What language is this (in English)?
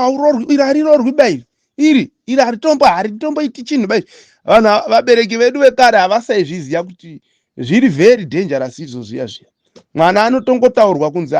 Shona